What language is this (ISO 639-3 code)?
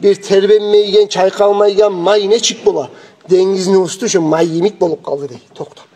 kum